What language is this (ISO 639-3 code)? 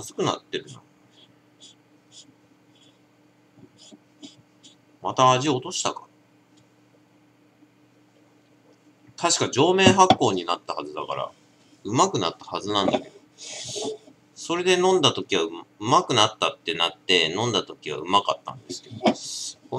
jpn